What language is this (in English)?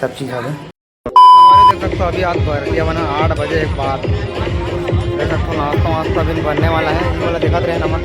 Chhattisgarhi